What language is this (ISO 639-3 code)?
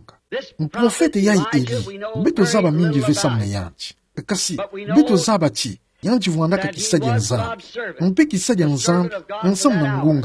ktu